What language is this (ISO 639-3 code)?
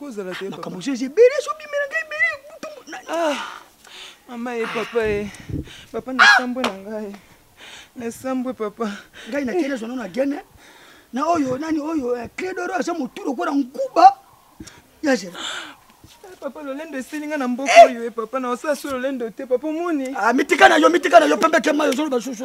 lin